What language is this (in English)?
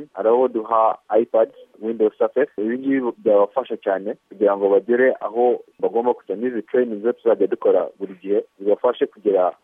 Kinyarwanda